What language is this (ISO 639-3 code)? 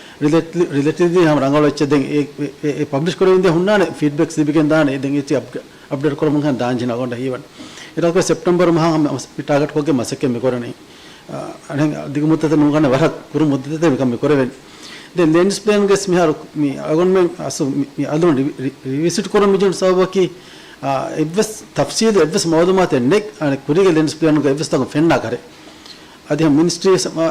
div